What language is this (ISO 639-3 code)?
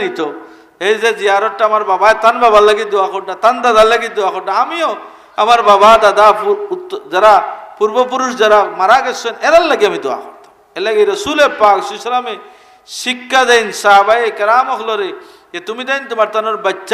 syl